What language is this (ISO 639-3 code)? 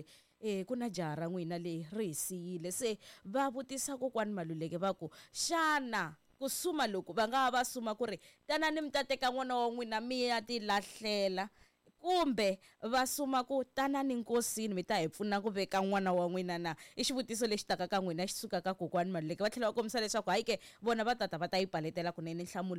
tso